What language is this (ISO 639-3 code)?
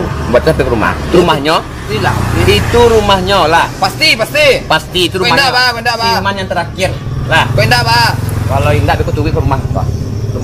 min